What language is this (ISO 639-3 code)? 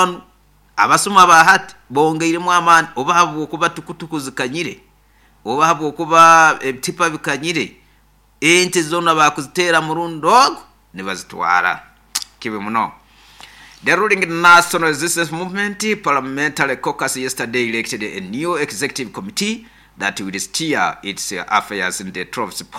nyo